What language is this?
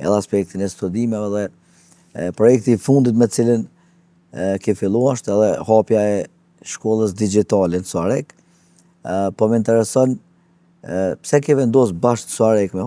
Albanian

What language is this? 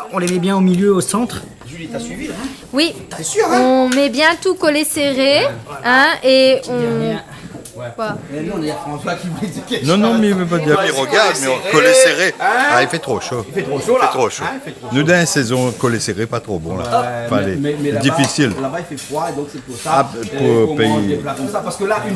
Réunion Creole French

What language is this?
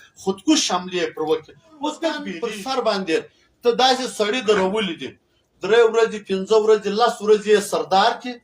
Pashto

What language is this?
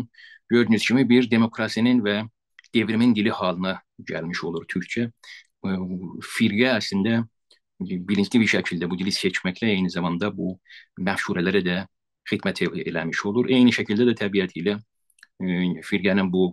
South Azerbaijani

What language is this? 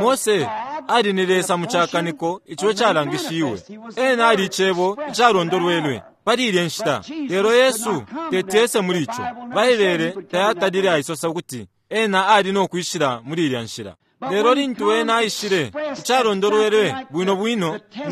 Bemba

